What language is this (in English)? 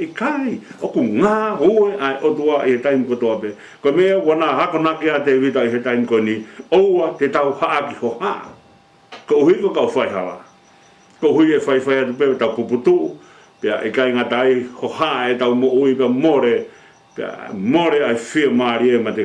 Tongan